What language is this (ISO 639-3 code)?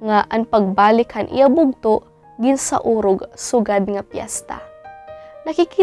war